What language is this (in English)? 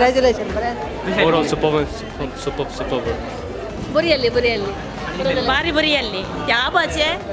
Konkani